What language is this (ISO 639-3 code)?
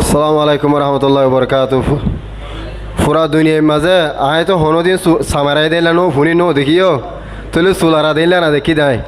rhg